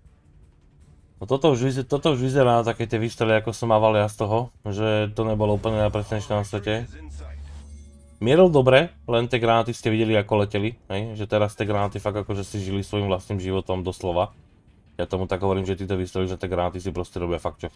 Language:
Slovak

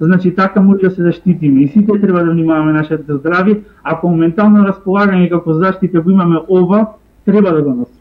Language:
Macedonian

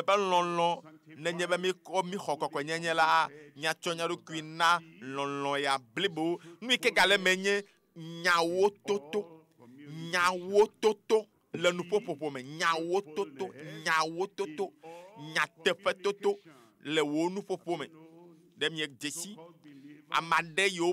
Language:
Ewe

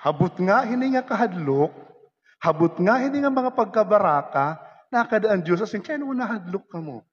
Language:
Waray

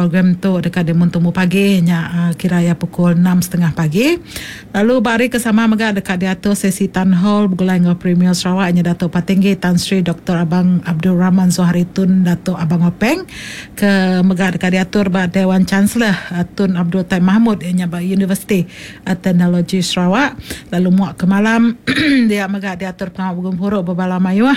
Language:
Iban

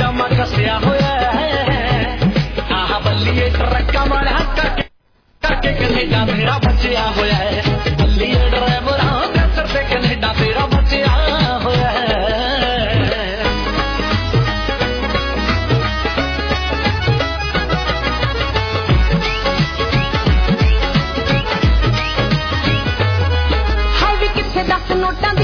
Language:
Punjabi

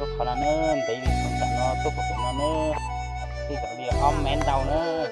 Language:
Hmong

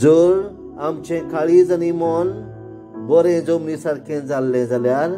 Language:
Konkani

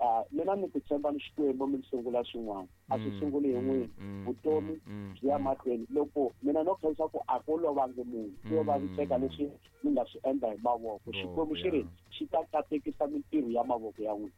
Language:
Tsonga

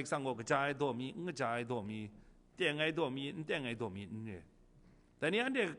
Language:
Kachin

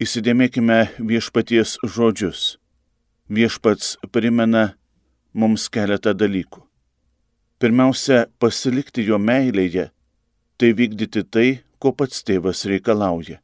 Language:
Lithuanian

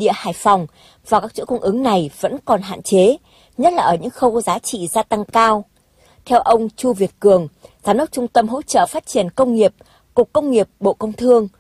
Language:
Vietnamese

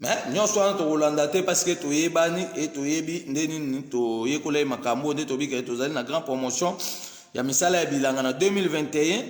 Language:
Lingala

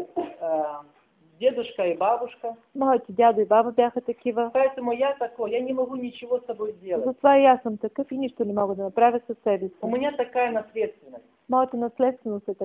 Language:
Bulgarian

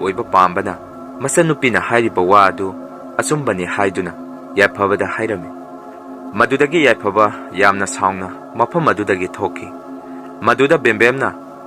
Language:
Manipuri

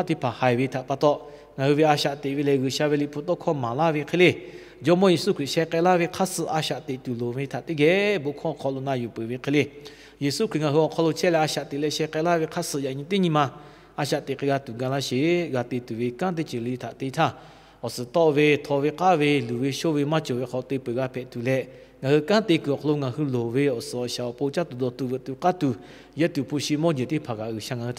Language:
Lahu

